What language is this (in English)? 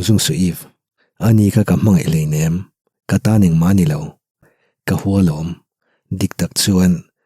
Mizo